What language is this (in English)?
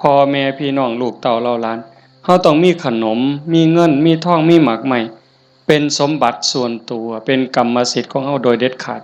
Northeastern Thai